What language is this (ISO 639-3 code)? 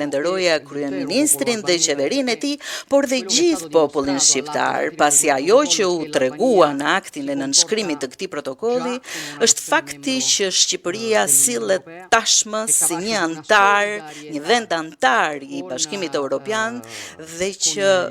sqi